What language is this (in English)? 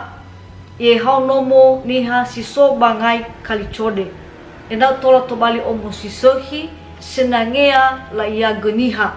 Nias